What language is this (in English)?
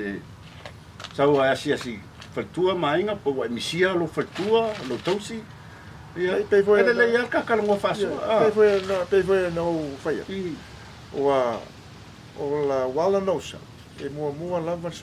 Samoan